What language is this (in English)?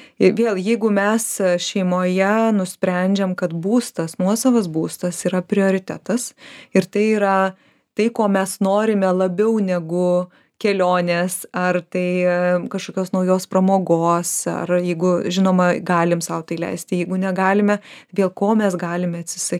Lithuanian